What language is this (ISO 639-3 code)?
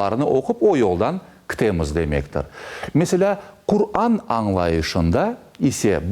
crh